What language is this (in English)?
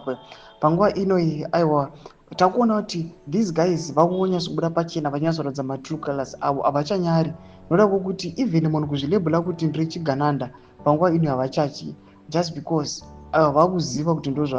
Shona